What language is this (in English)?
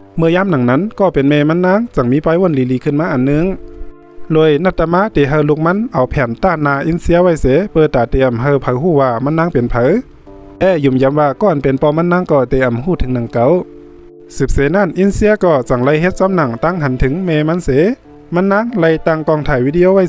Shan